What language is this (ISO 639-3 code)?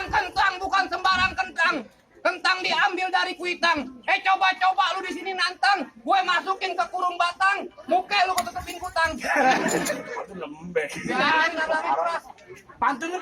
bew